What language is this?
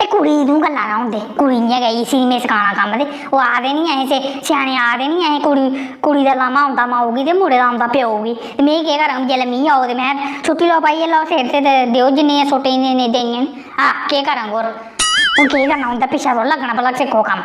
Dogri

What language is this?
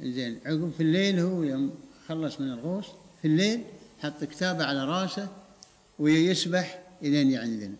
Gulf Arabic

